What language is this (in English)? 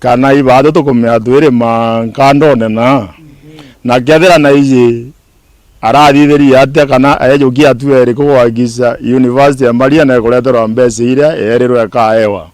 Meru